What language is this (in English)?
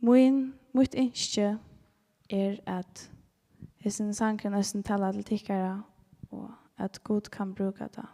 Faroese